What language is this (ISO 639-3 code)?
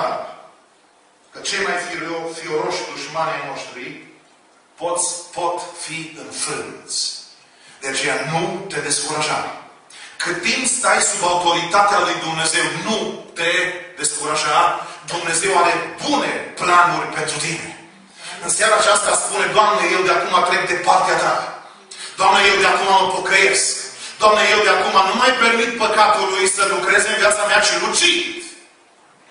ron